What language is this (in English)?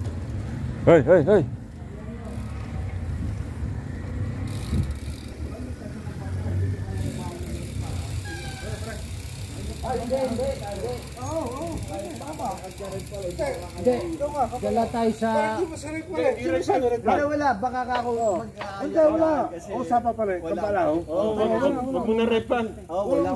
Filipino